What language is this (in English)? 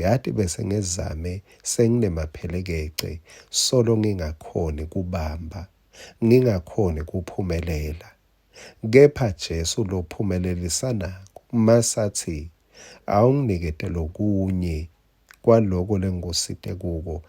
Swati